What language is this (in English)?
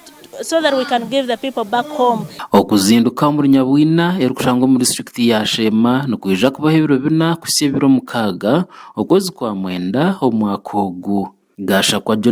Nyankole